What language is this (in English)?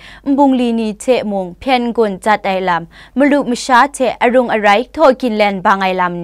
Kachin